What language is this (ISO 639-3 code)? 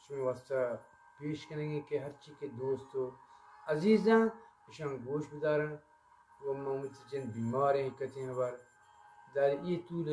bgp